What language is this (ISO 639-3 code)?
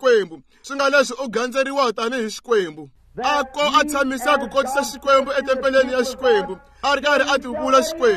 tso